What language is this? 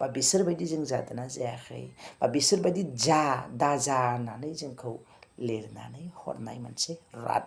Bodo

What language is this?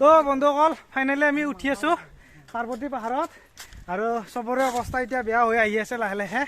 Assamese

